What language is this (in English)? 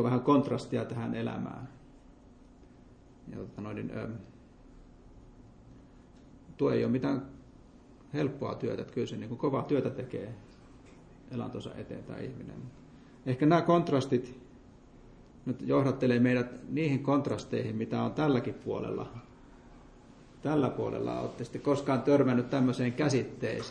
Finnish